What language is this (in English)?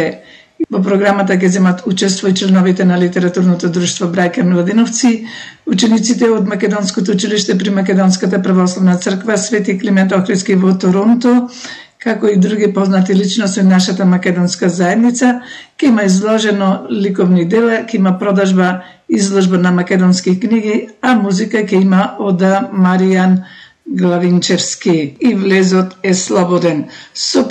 Macedonian